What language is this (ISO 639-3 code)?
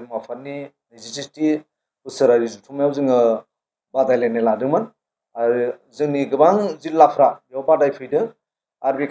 brx